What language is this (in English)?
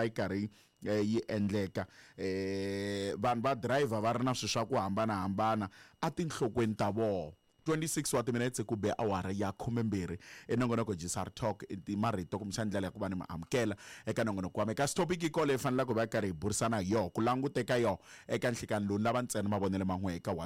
Tsonga